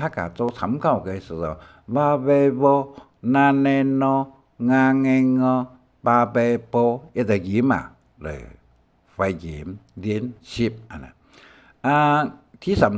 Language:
Hakka Chinese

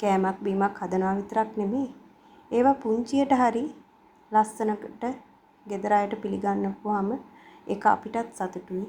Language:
Sinhala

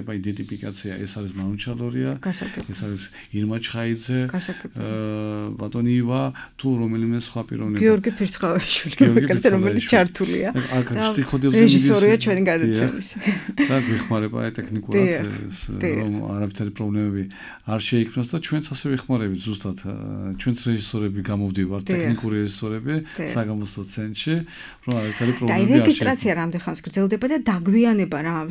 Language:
Georgian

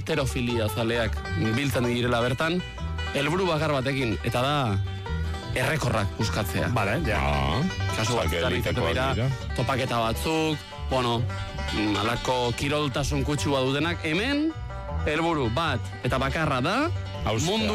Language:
Basque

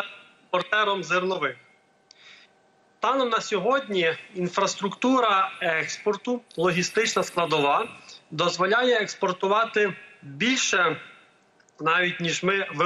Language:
Ukrainian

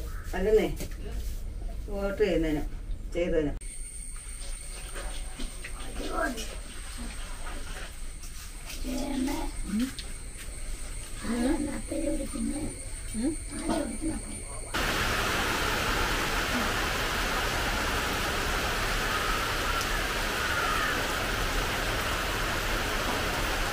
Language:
Malayalam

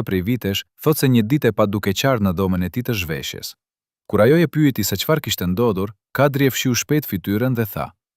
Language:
Albanian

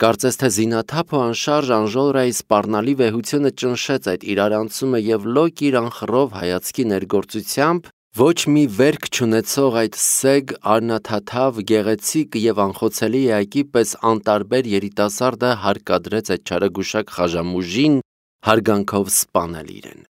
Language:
Armenian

